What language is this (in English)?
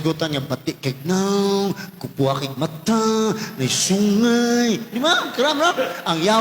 Cebuano